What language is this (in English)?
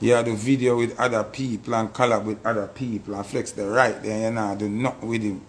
Jamaican Creole English